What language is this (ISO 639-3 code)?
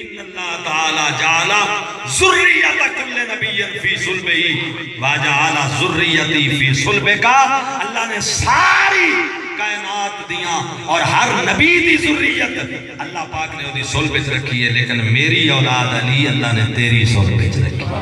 skr